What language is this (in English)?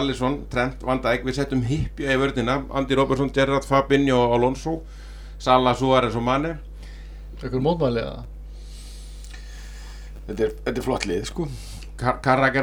Icelandic